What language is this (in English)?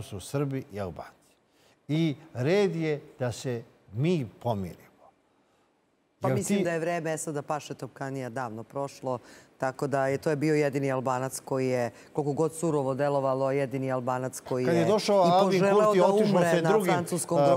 Serbian